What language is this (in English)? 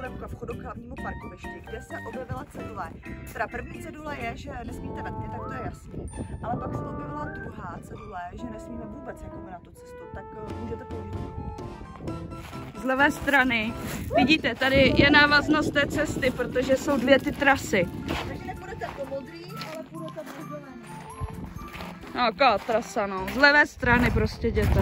Czech